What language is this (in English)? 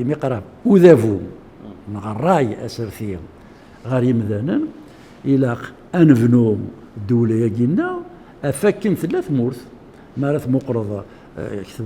Kabyle